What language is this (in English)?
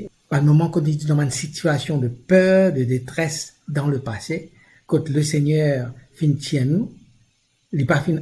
Morisyen